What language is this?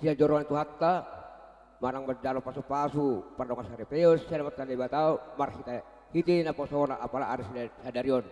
Batak Toba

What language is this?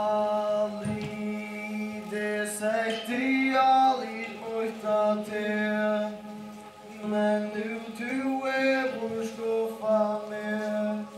Faroese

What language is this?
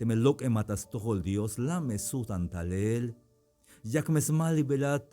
Tzeltal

